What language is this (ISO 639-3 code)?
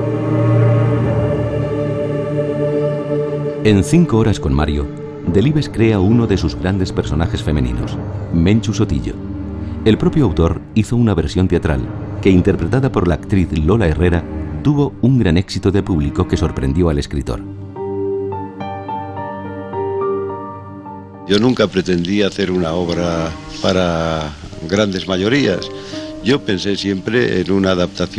spa